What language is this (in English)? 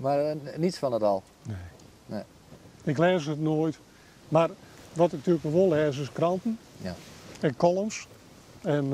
Western Frisian